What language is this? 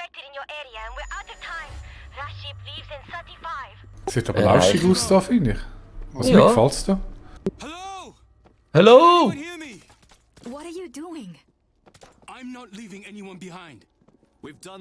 Swiss German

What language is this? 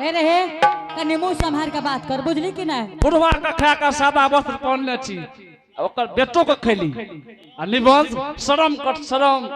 Angika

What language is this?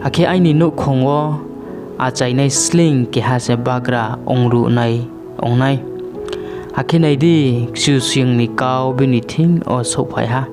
Riang (India)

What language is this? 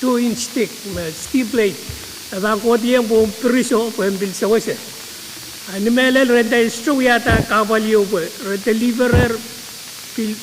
Pohnpeian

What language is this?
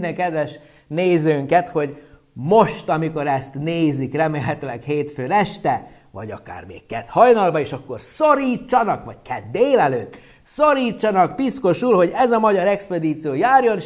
Hungarian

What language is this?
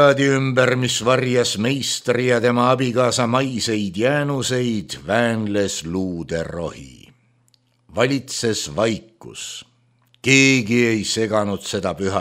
Estonian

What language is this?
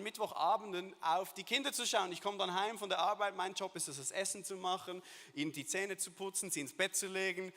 Swiss German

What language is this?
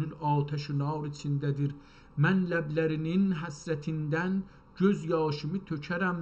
South Azerbaijani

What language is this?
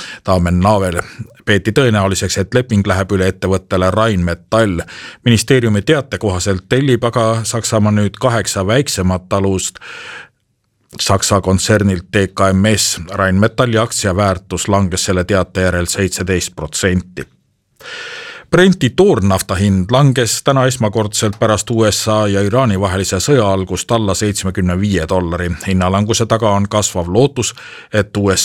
Estonian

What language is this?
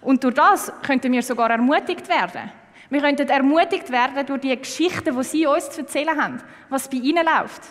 Swiss German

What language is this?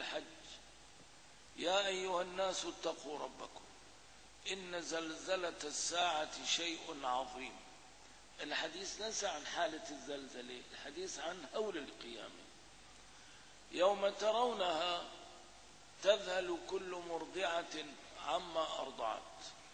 Arabic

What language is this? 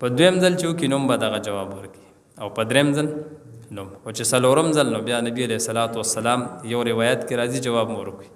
Pashto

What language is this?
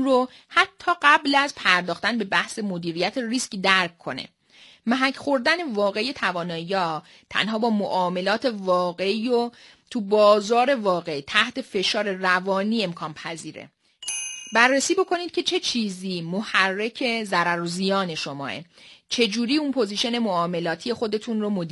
Persian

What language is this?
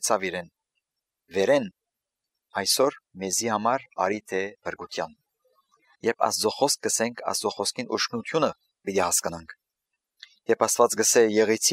Armenian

